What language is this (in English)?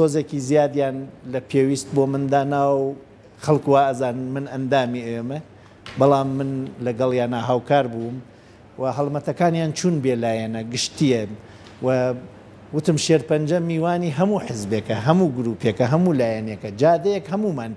Central Kurdish